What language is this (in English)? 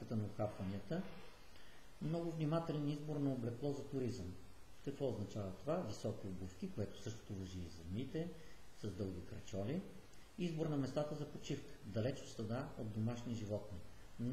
Bulgarian